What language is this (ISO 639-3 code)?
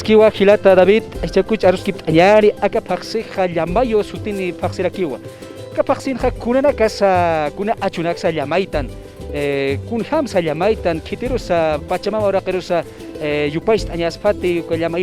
aym